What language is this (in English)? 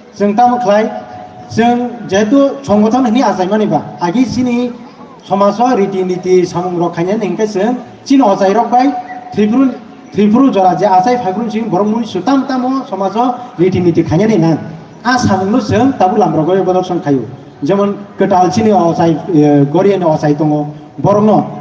Kok Borok